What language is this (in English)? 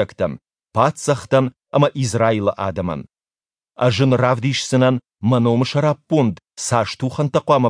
Ossetic